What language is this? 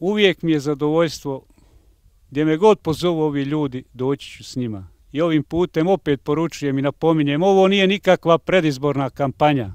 Bosnian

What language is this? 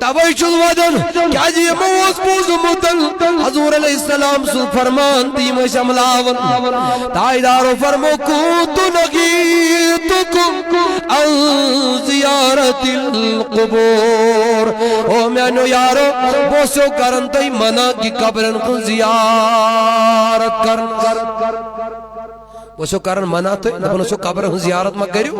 Kashmiri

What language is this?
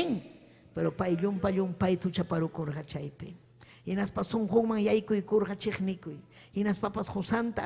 Ayacucho Quechua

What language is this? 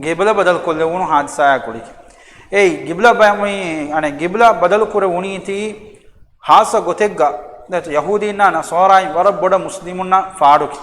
Divehi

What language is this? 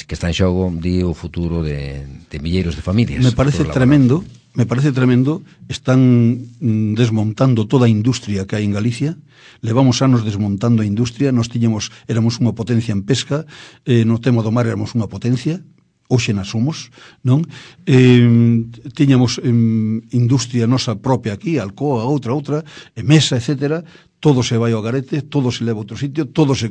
Galician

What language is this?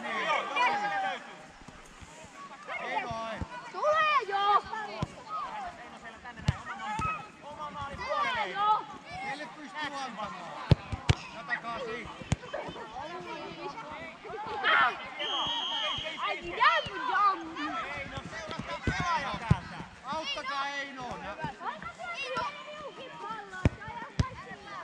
Finnish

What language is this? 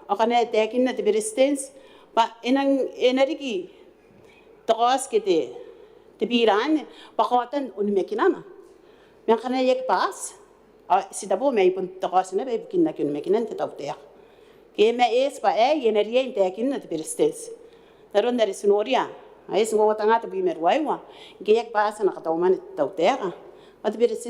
Gilbertese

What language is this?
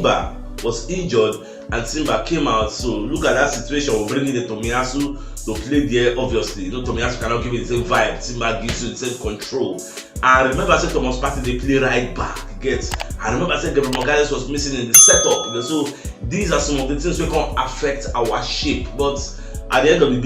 Nigerian Pidgin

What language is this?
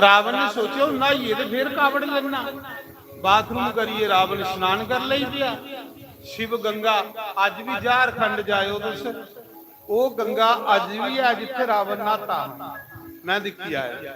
Dogri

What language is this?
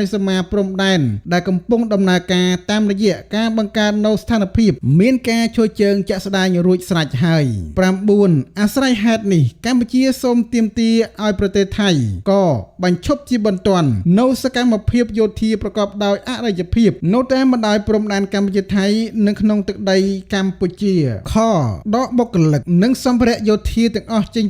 Khmer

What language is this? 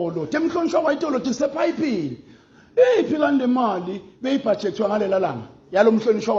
Swati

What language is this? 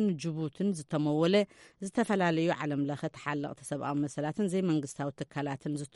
Tigrinya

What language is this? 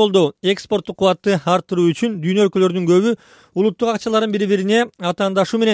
Kyrgyz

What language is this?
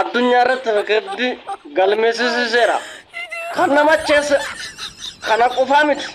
Oromo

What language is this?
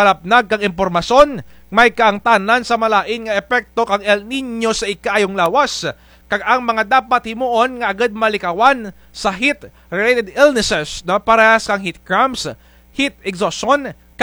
Kinaray-a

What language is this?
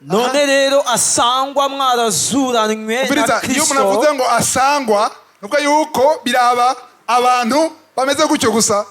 Rundi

